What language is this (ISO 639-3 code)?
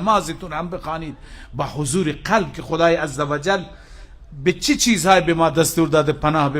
fas